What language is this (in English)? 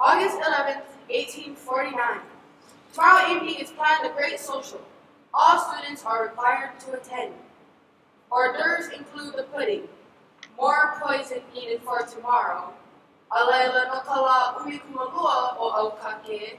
Hawaiian